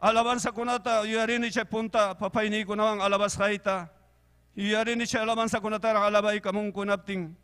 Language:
Ayacucho Quechua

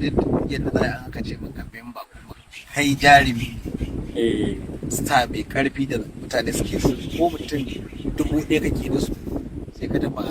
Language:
Hausa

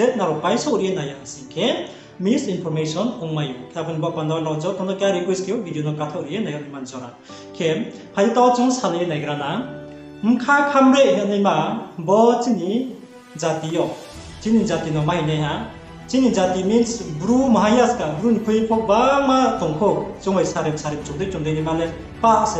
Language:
Riang (India)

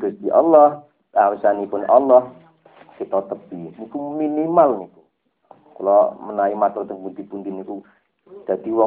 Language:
Javanese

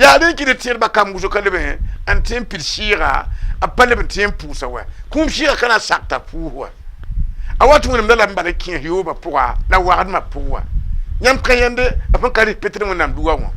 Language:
Mossi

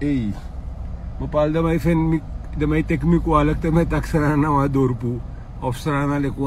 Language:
Sranan Tongo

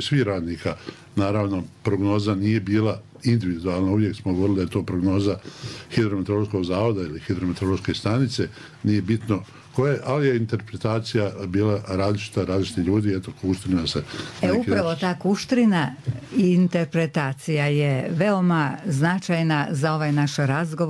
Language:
Bosnian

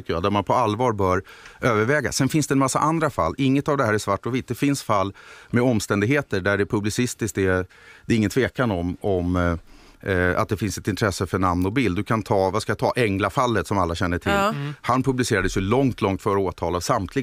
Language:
Swedish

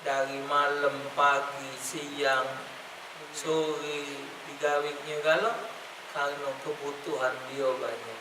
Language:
Musi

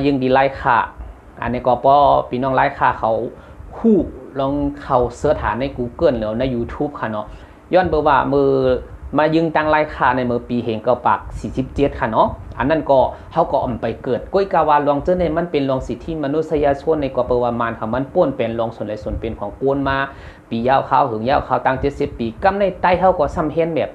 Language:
Shan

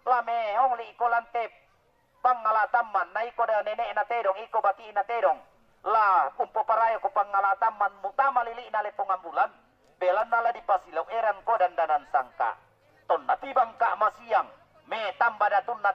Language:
Toraja-Sa'dan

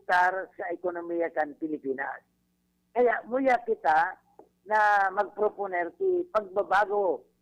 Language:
Bikol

